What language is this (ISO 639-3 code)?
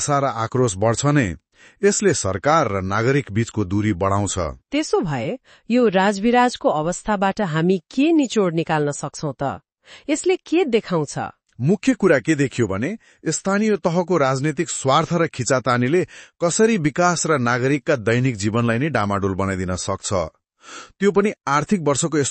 nep